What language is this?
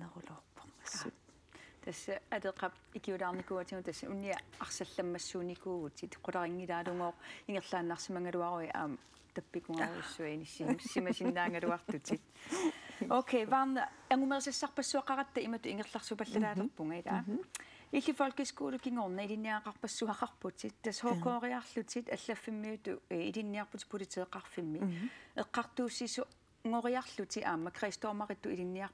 Kalaallisut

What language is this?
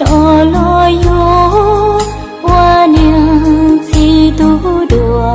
Hmong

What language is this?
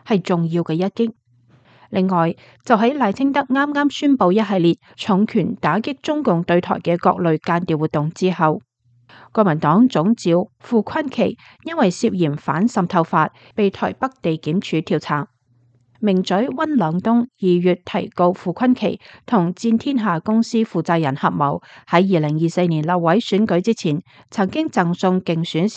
Cantonese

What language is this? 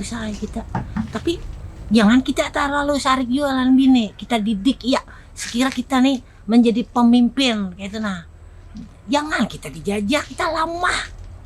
Banjar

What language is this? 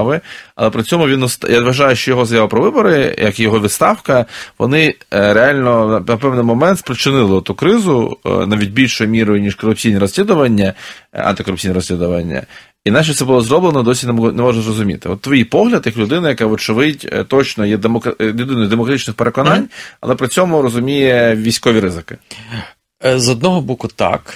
Ukrainian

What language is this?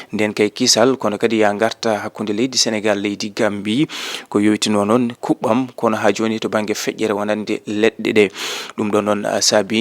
Fula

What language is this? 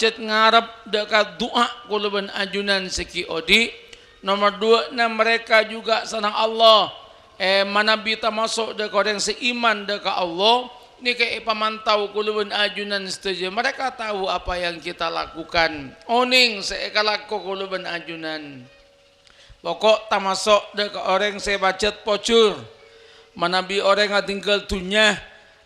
Madurese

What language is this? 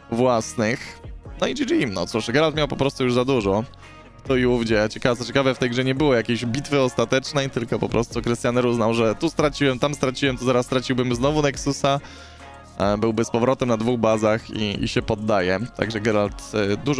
Polish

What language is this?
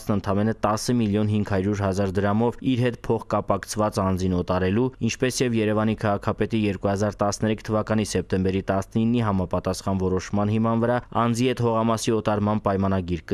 Armenian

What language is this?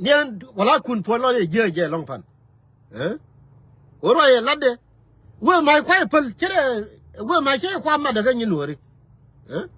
Nuer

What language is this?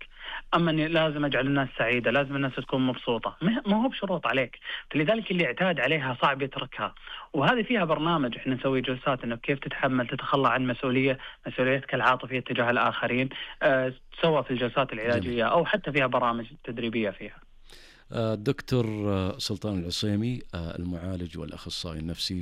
Najdi Arabic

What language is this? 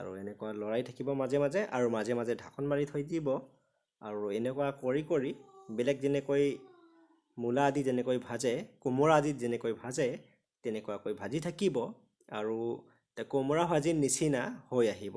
Assamese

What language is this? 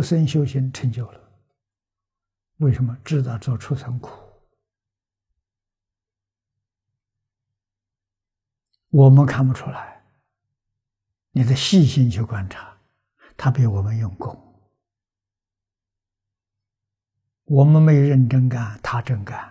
Chinese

